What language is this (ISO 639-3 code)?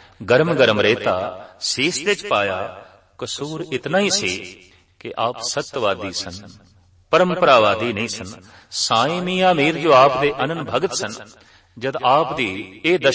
pan